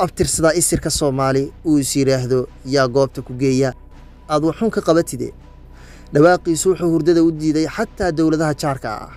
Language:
Somali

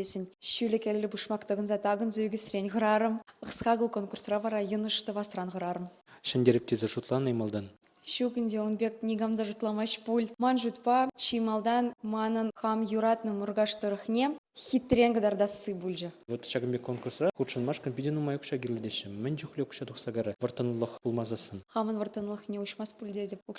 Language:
Chuvash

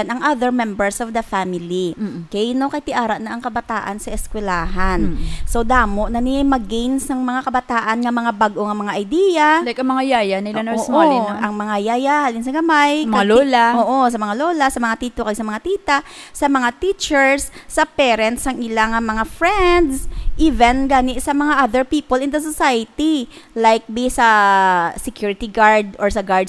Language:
Hiligaynon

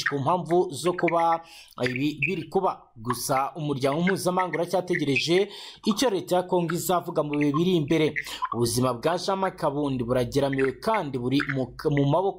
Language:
Kinyarwanda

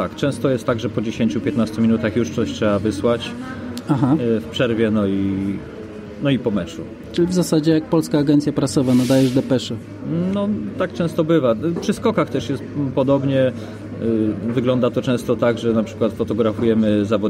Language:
Polish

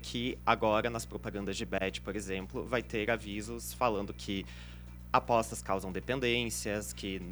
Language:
Portuguese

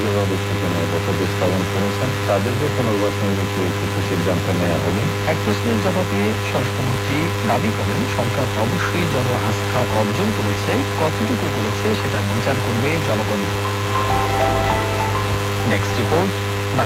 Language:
Bangla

